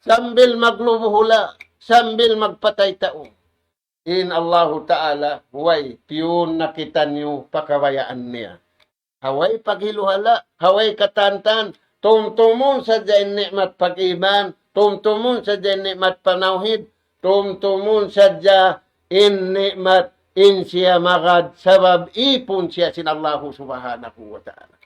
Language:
Tausug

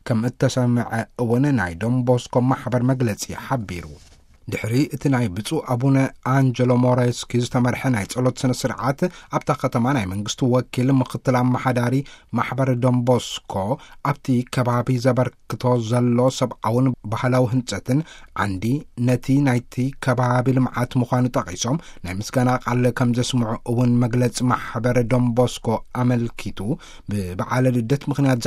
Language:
Tigrinya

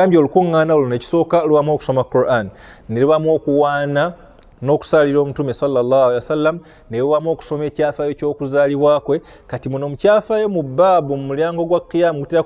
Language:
Ganda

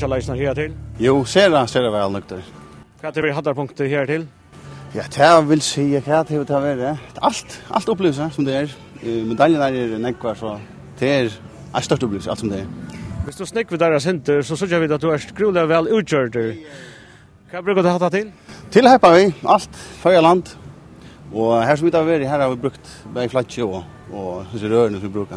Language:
Faroese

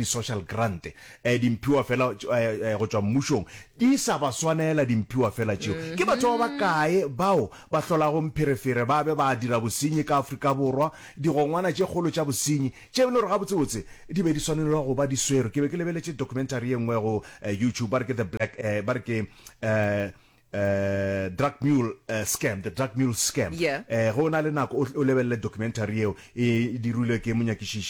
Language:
Northern Sotho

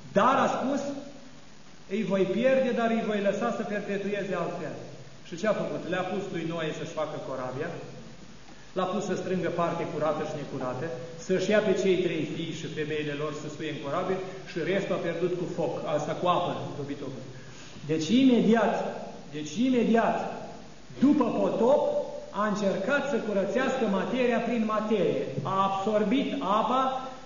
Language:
Romanian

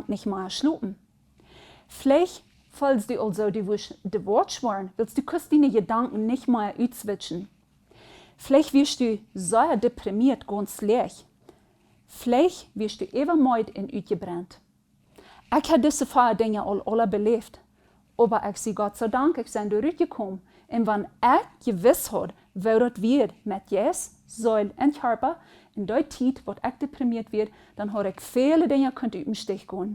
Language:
Plautdietsch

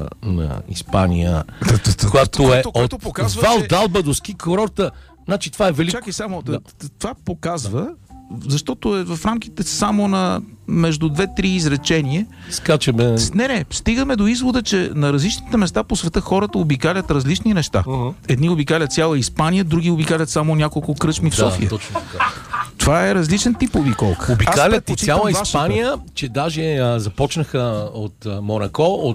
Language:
Bulgarian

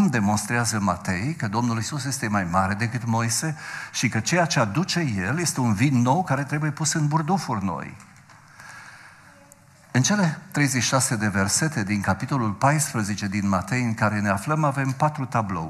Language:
Romanian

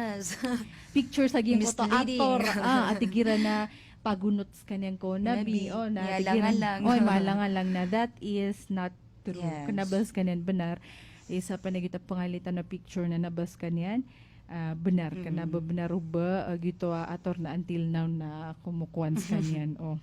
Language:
Maranao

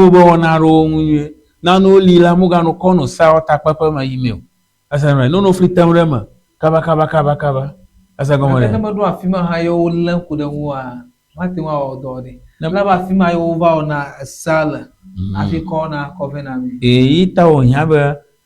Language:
Ewe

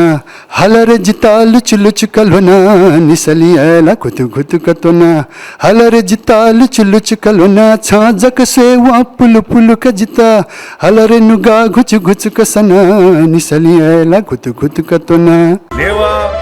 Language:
Newari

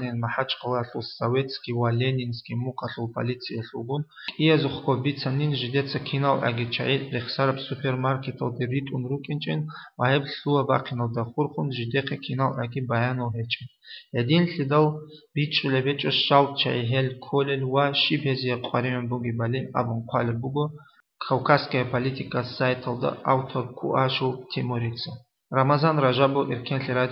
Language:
Avaric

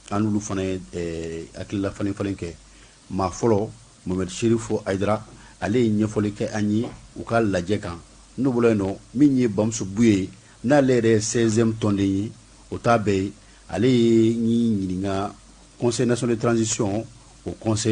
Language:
Bambara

